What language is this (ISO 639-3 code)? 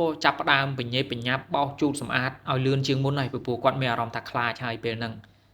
khm